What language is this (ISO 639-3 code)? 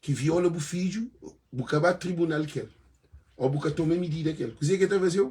kea